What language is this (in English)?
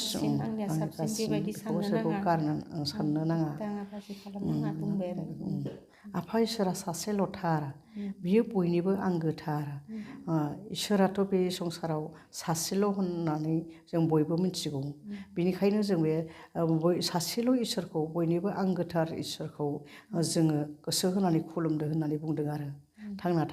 Bodo